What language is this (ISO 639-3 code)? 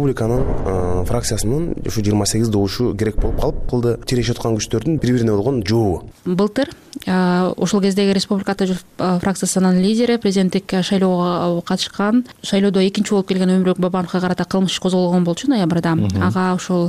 kir